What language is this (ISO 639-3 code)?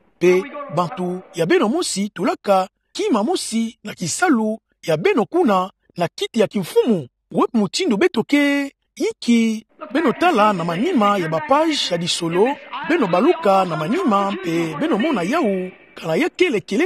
ktu